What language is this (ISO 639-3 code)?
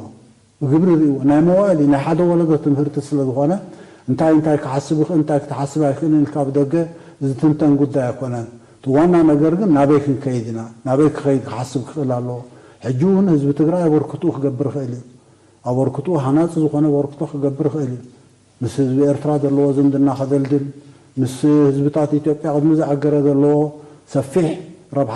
tir